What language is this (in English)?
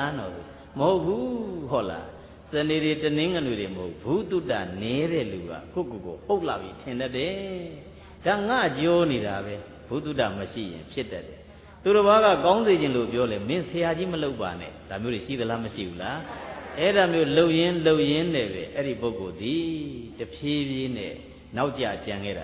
Burmese